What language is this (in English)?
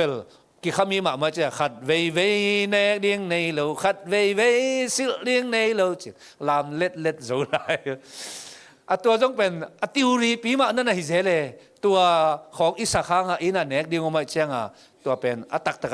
Tedim Chin